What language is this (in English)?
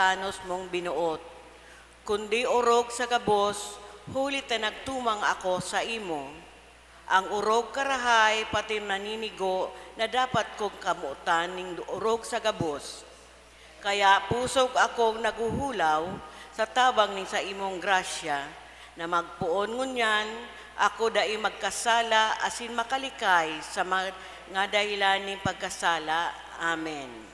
Bikol